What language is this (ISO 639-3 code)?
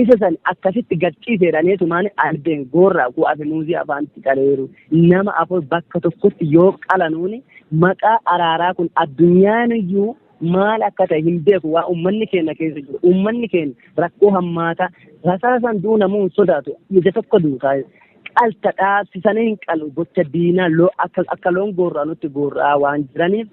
orm